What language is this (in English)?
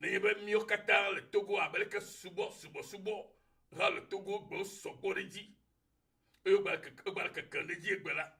Ewe